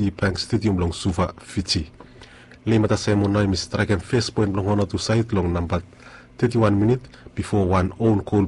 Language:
Bislama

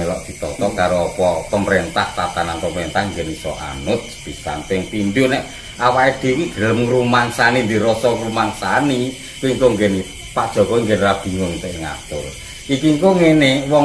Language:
Javanese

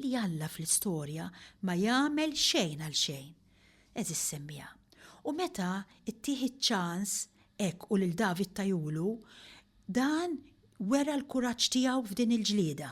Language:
Maltese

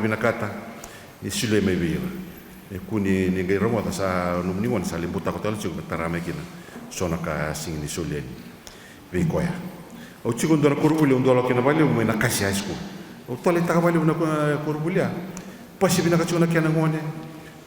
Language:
Fijian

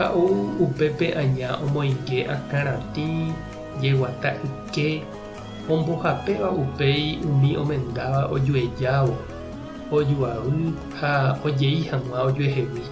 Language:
Guarani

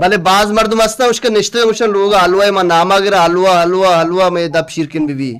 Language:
Baluchi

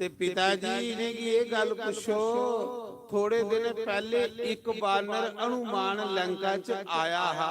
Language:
Dogri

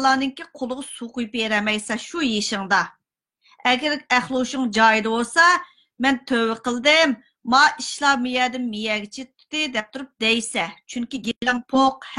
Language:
Uyghur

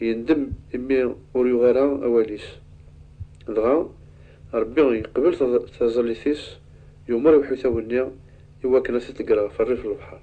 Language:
Kabyle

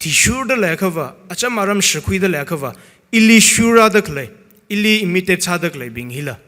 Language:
Tangkhul Naga (India)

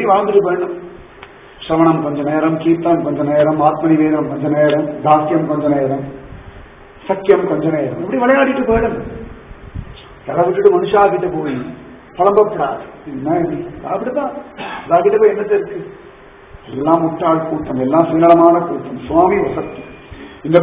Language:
Tamil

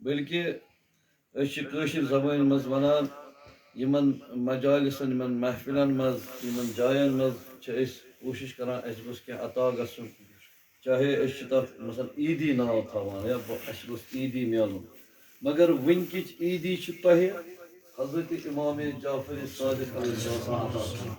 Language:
Kashmiri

